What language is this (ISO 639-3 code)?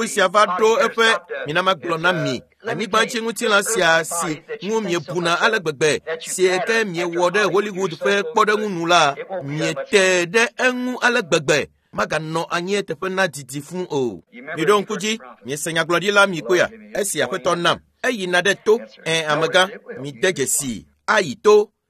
ewe